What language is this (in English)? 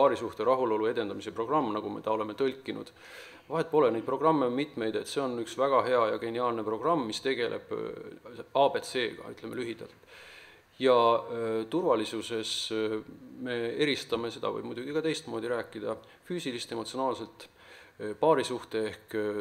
Estonian